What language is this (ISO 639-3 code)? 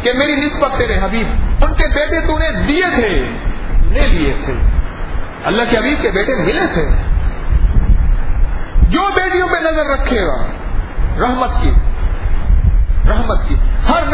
urd